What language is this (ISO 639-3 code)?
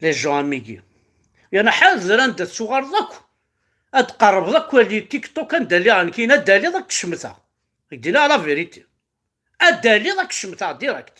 kab